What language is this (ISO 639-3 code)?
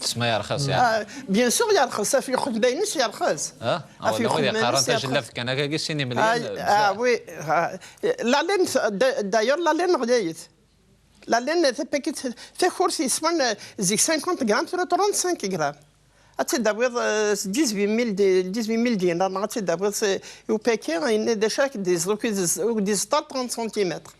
kab